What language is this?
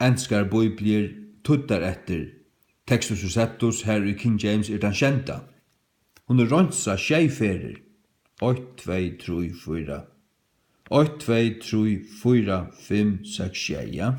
Faroese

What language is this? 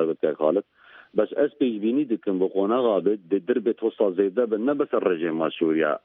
Central Kurdish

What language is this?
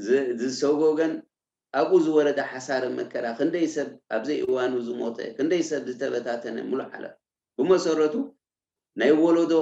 Tigrinya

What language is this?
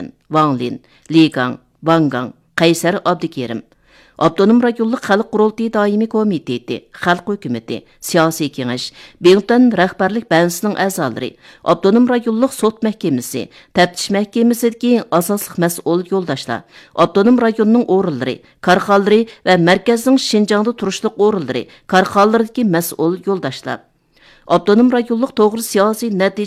Uyghur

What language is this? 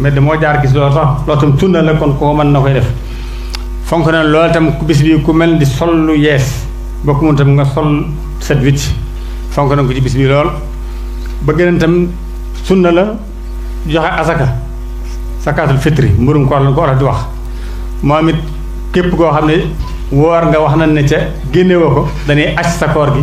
Wolof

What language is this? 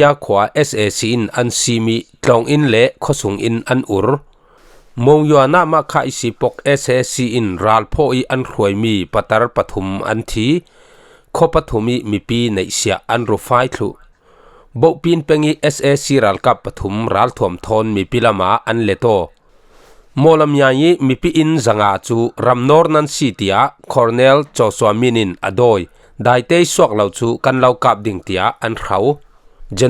Falam Chin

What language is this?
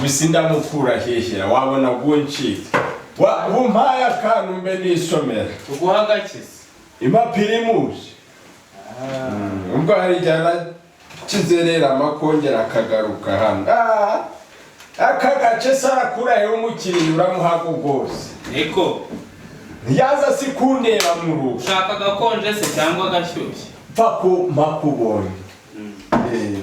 Kinyarwanda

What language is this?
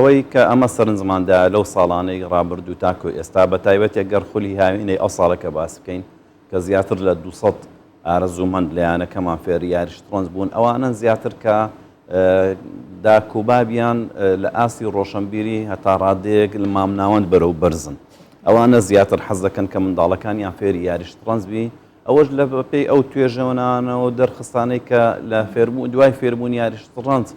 Central Kurdish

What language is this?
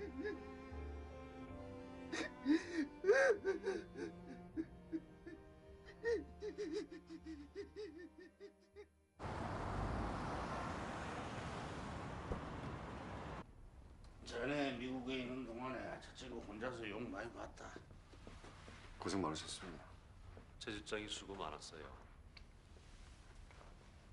Korean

